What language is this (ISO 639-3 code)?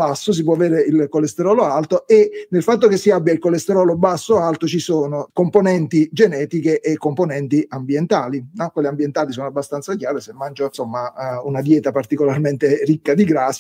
ita